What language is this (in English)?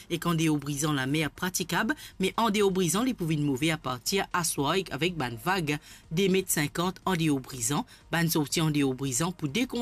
Morisyen